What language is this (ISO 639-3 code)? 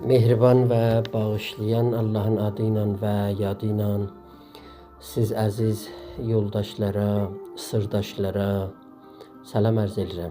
azb